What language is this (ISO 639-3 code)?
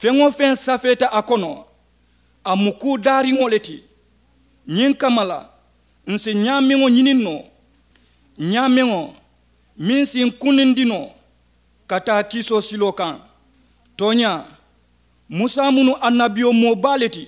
man